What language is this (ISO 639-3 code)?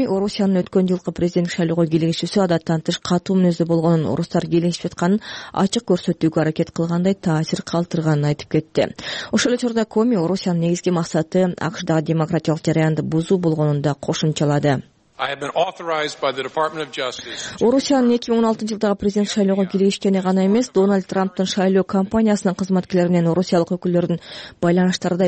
kir